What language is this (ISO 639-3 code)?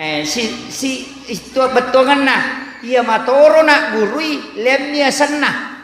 bug